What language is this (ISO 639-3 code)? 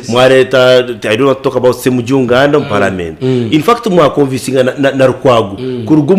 nyn